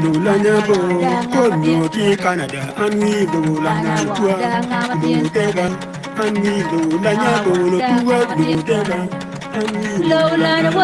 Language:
Acoli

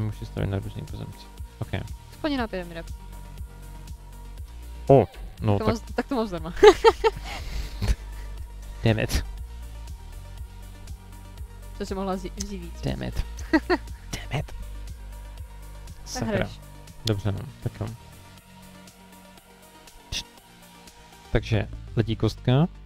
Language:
Czech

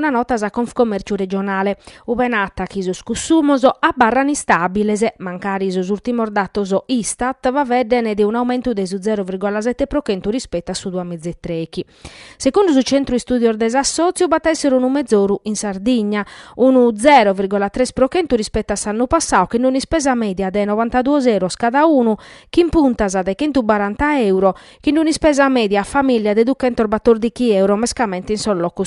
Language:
Sardinian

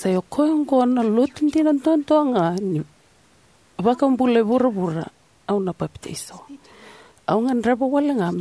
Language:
Fijian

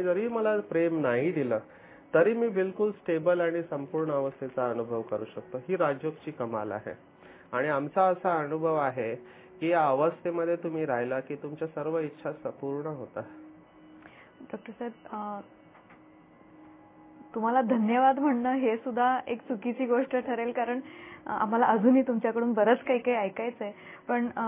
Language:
Marathi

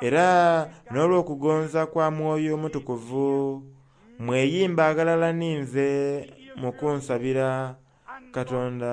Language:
Soga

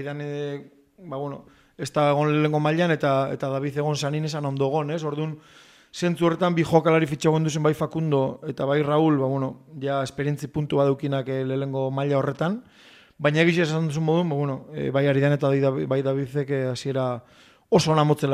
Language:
Basque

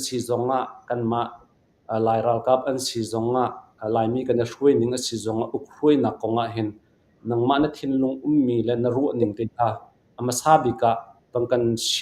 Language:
Hakha Chin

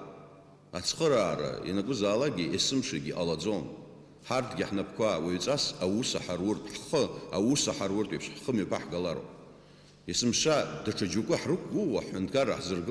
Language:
Abkhazian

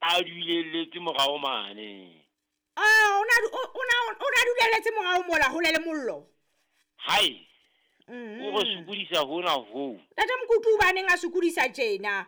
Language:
Southern Sotho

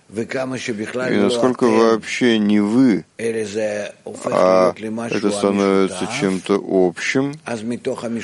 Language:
Russian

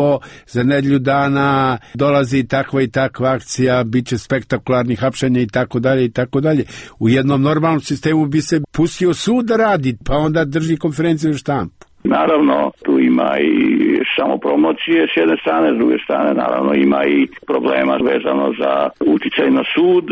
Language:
Serbian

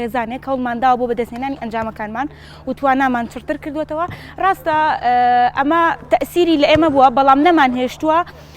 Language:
Central Kurdish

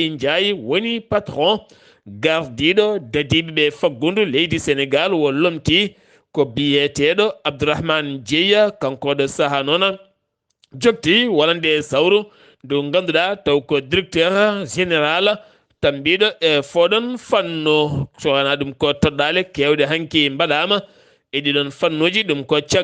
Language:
Fula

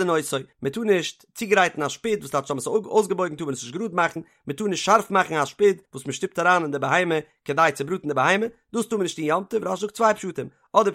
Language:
Yiddish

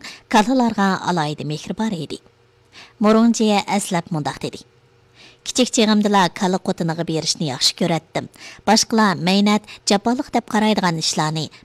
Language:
Uyghur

